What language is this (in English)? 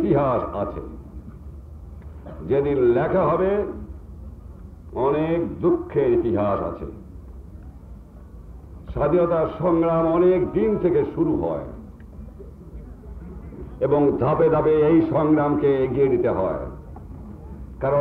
Bangla